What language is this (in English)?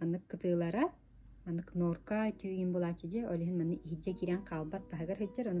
Yakut